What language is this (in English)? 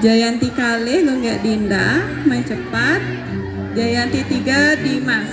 Balinese